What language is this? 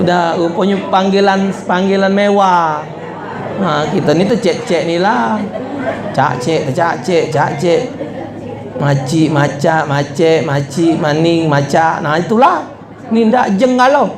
Musi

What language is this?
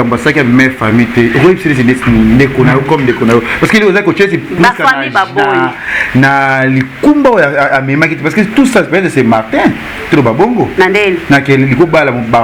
Lingala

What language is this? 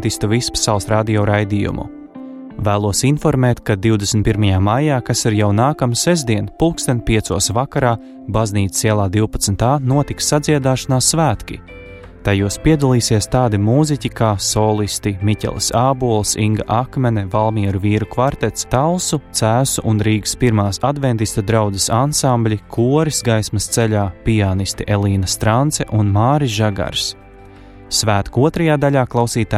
Latvian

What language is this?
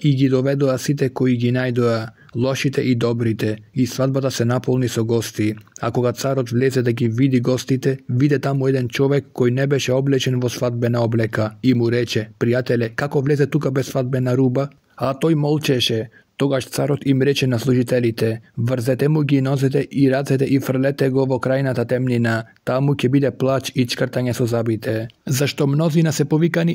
Macedonian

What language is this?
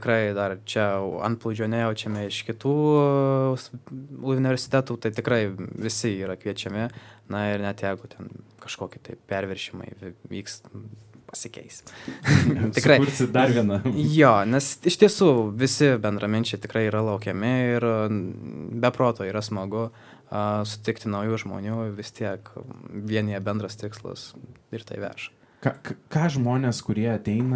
Lithuanian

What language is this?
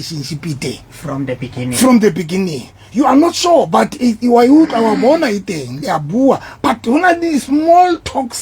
Southern Sotho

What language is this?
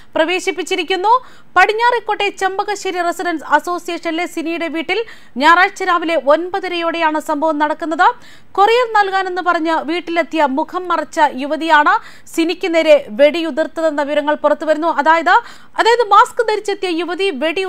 Malayalam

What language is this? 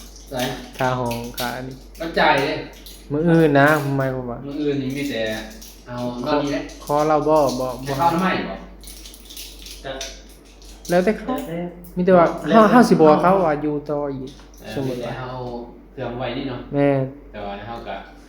Northeastern Thai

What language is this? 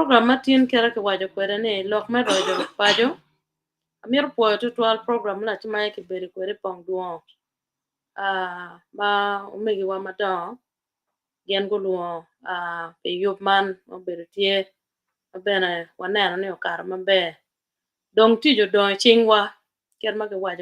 Acoli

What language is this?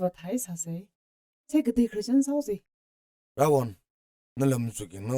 Tangkhul Naga (India)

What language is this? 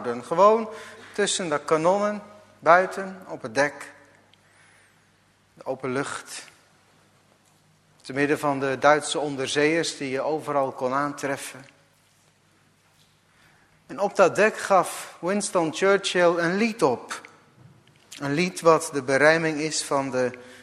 Dutch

